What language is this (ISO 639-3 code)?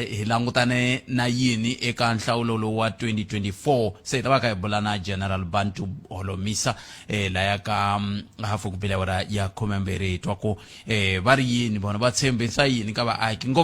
tso